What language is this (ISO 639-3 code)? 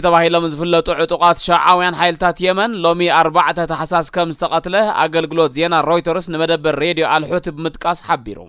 tir